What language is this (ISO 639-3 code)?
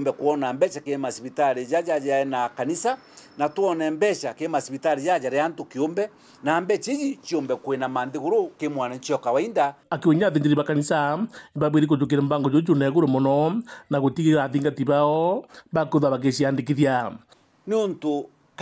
mer